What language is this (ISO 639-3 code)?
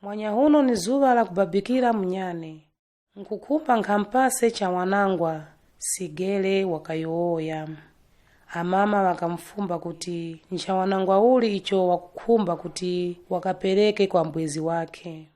nya